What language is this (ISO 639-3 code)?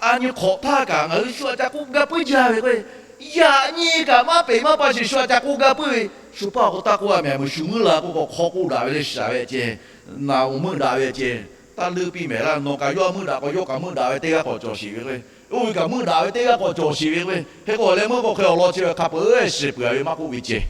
lhu